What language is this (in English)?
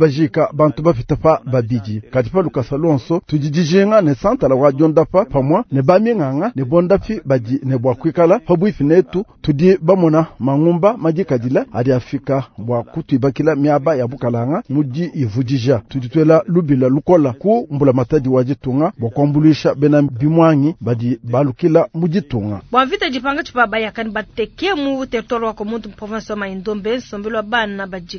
Luba-Lulua